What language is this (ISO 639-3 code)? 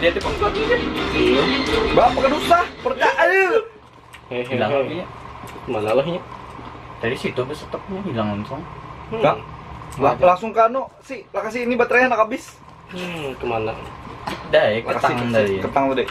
bjn